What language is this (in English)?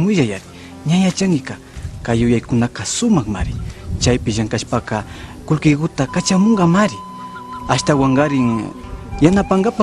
Imbabura Highland Quichua